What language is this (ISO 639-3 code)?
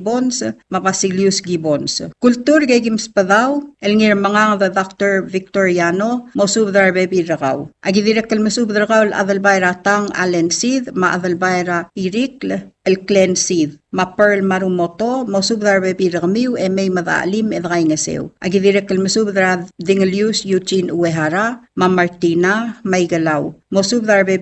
pau